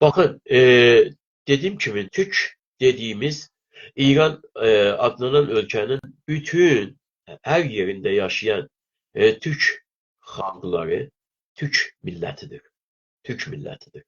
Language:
South Azerbaijani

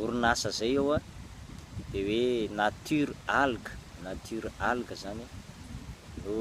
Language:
Malagasy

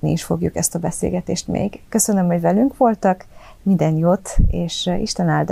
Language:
Hungarian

